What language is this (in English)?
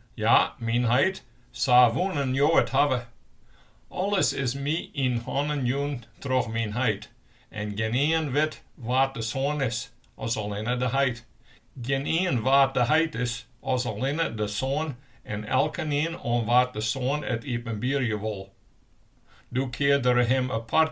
Western Frisian